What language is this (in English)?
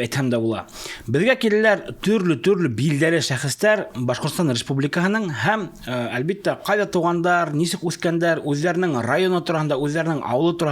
Bashkir